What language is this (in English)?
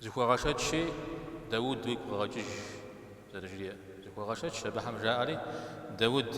Kabardian